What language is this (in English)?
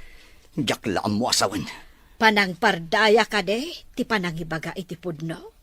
Iloko